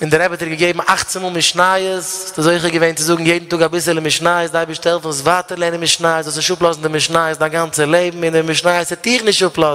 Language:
Yiddish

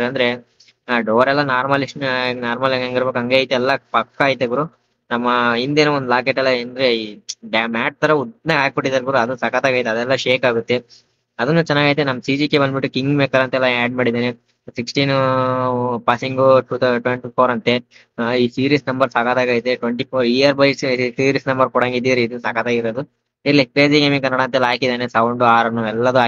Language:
Kannada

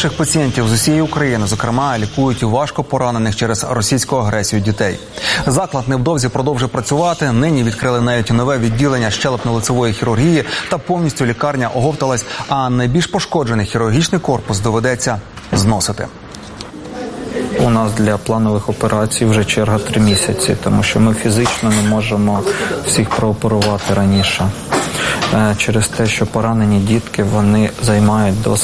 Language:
Ukrainian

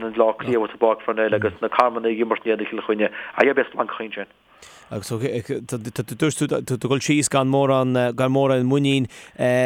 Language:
Irish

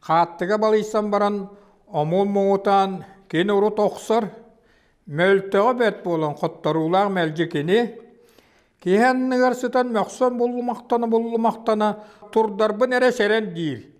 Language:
Yakut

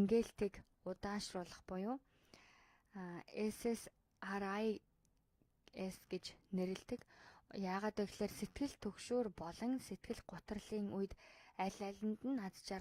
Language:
Mongolian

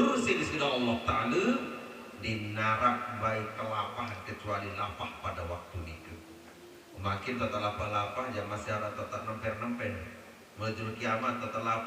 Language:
Sasak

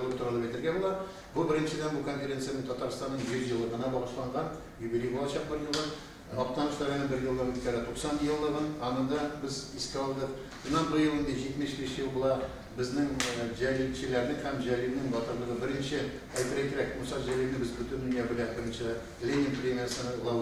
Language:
Tatar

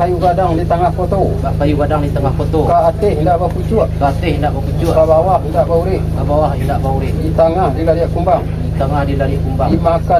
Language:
Minangkabau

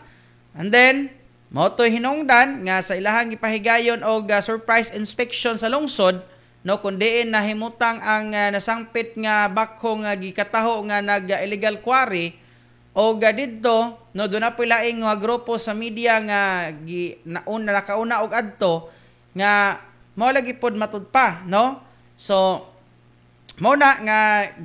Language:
Cebuano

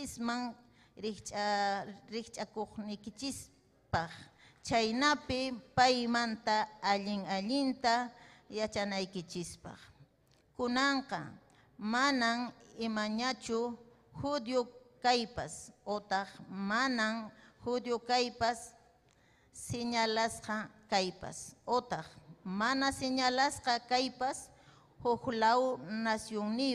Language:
Ayacucho Quechua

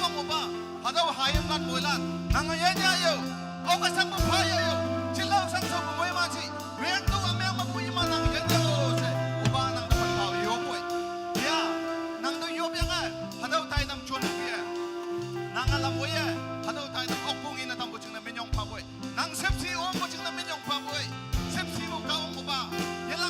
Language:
Naga Pidgin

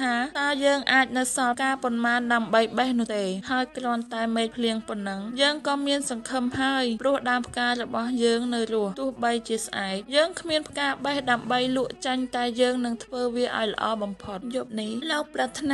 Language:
Khmer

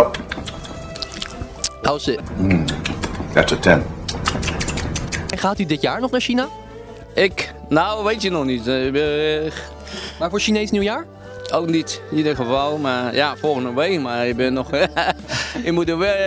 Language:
Dutch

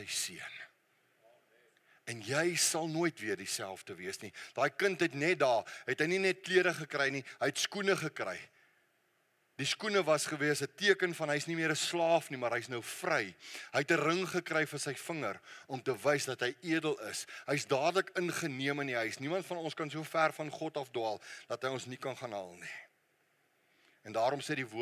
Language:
Afrikaans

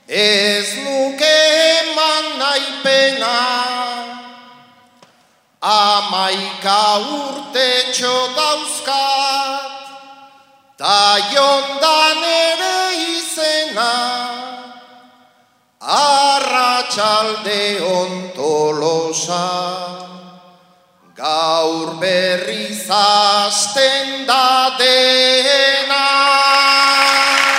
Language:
Basque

